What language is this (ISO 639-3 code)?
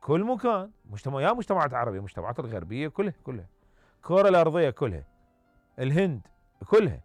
acm